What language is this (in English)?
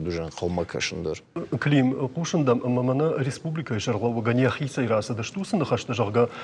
Ossetic